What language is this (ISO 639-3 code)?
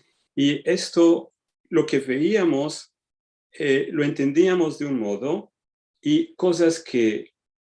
lad